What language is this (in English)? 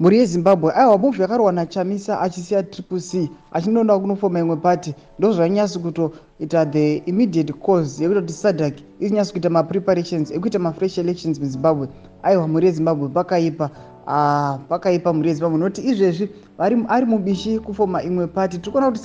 Shona